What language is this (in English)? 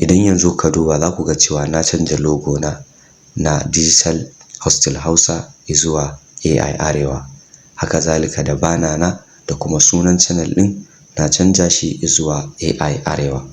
Hausa